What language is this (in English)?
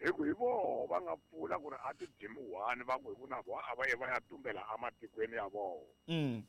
Tsonga